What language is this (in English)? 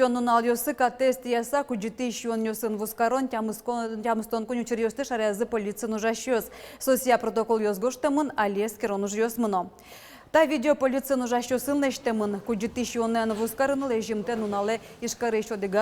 Udmurt